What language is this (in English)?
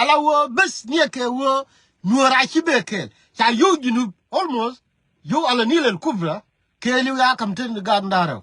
Nuer